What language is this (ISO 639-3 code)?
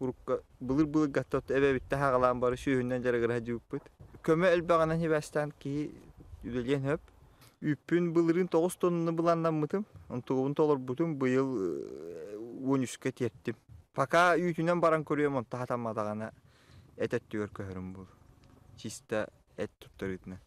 sah